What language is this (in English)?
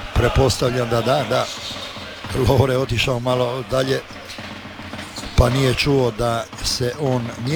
Croatian